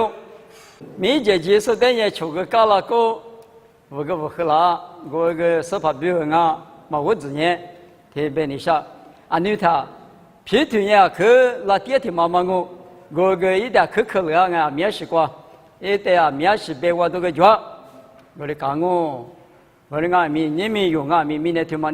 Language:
Lisu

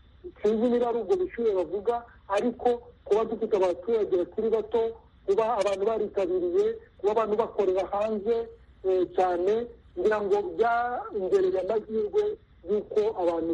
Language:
Kinyarwanda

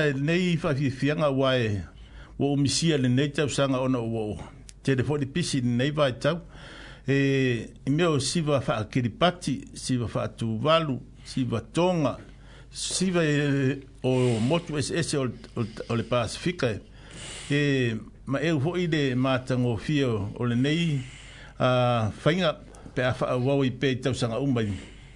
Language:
Samoan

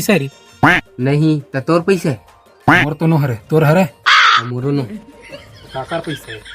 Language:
Chhattisgarhi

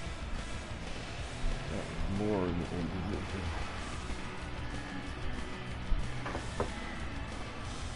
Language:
English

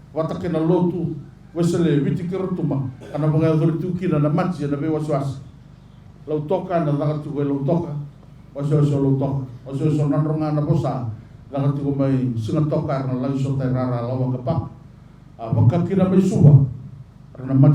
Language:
Fijian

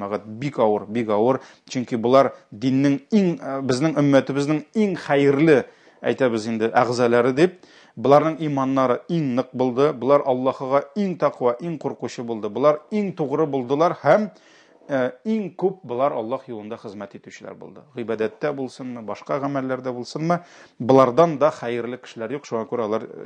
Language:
Tatar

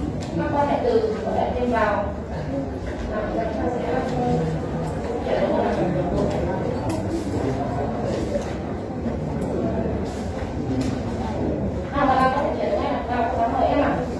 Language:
Vietnamese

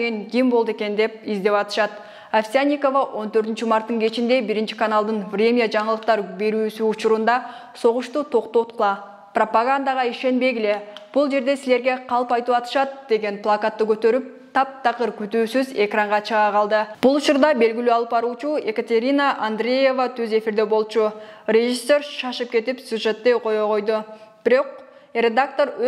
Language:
Kyrgyz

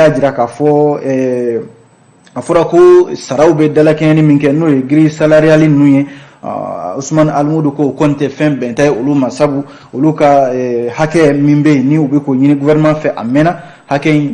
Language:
Bambara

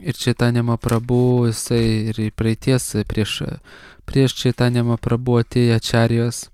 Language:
Lithuanian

